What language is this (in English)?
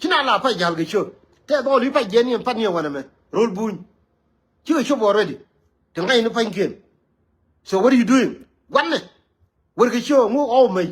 Nuer